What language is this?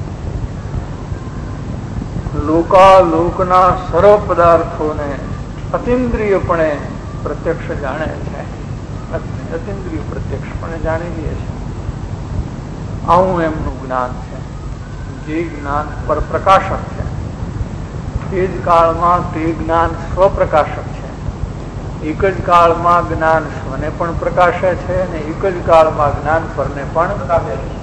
Gujarati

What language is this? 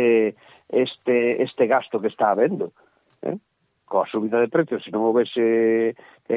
Galician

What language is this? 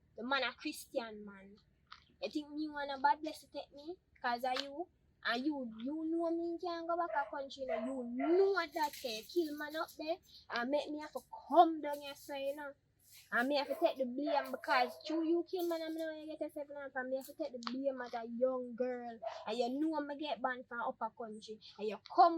Jamaican Creole English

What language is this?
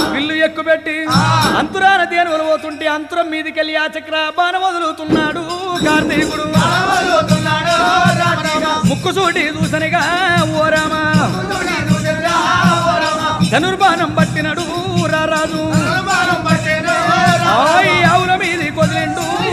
Telugu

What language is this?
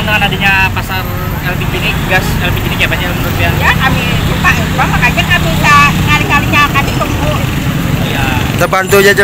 Banjar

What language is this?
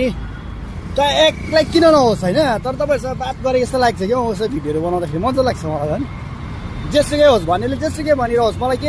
Nepali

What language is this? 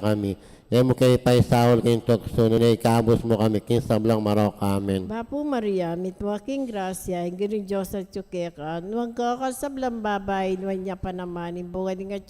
Pampanga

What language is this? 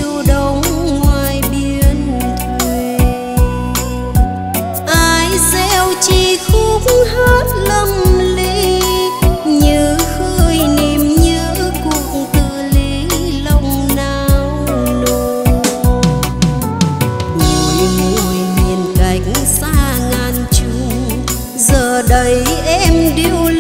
Vietnamese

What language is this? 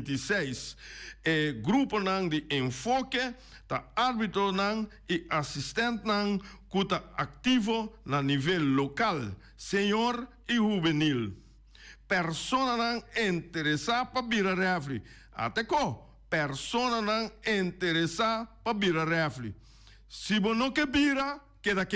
Papiamento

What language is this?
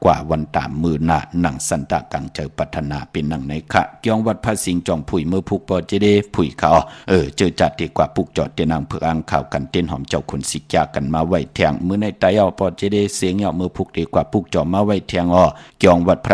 Shan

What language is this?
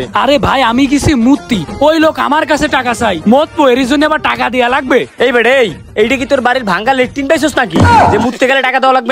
Bangla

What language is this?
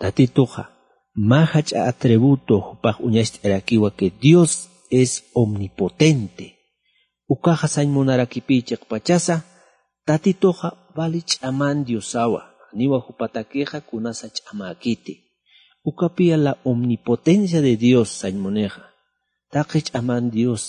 Aymara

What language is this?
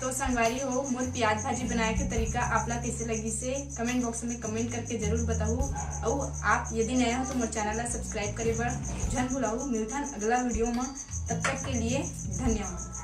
Chhattisgarhi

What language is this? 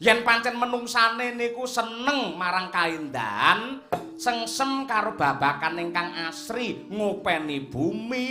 Javanese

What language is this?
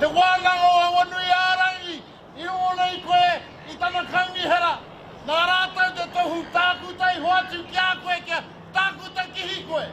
Māori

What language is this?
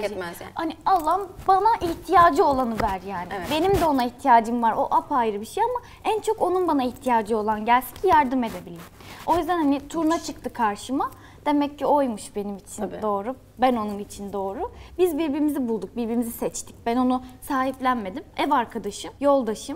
Turkish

